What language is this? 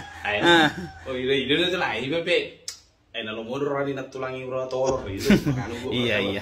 Batak Toba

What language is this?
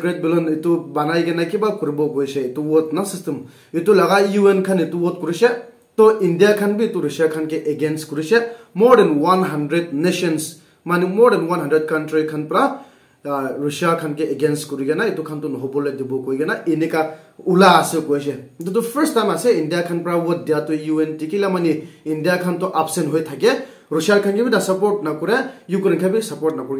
Naga Pidgin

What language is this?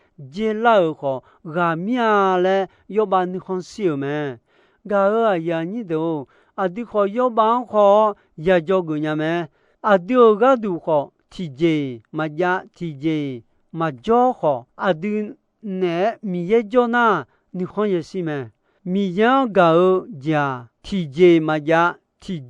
Akha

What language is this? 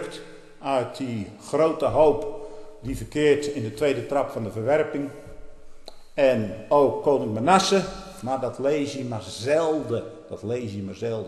Dutch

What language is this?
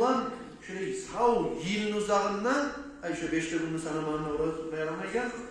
Kumyk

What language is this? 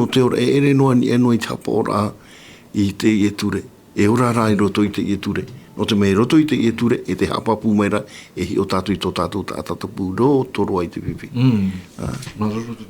Tahitian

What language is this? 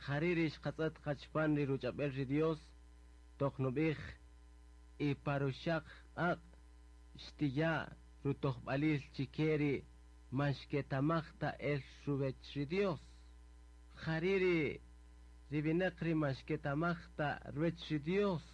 Kaqchikel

